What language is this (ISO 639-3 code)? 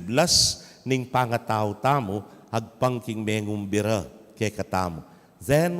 pam